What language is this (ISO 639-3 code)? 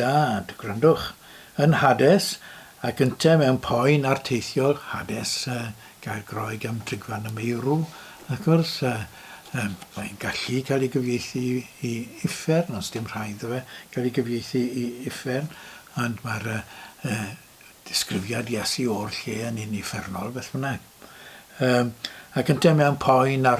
cym